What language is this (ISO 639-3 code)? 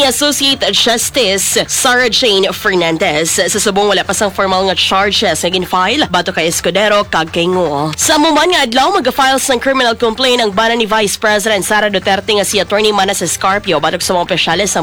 hil